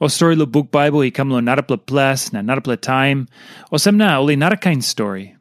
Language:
Tok Pisin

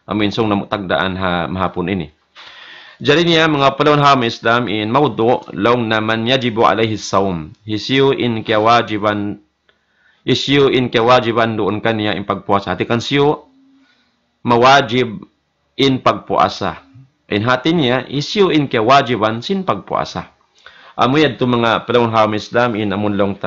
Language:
Tausug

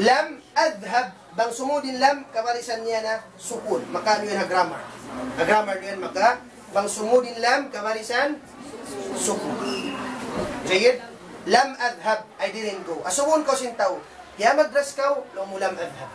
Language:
Tausug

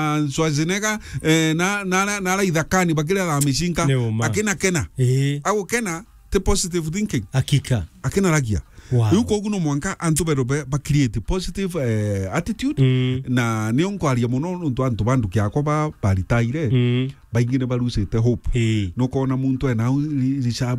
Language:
Meru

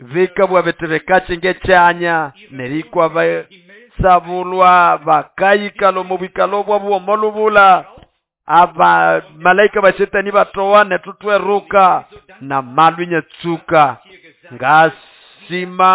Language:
Nande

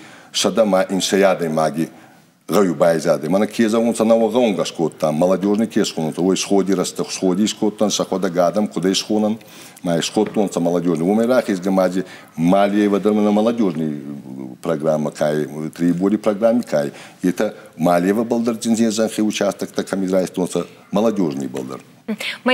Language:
Ossetic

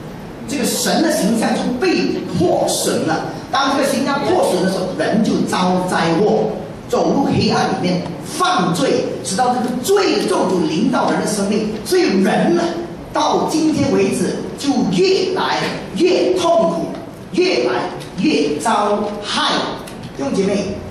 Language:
Chinese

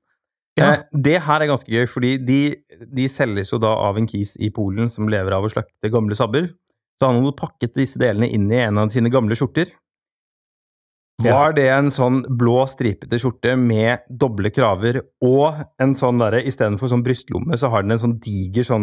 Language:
Norwegian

